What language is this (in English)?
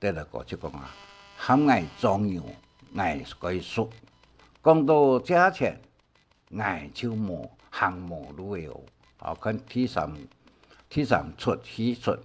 Hakka Chinese